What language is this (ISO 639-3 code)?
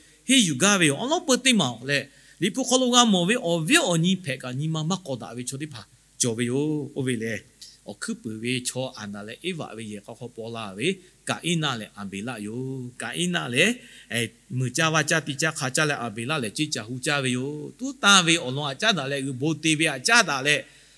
lhu